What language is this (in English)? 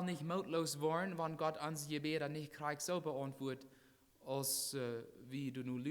Plautdietsch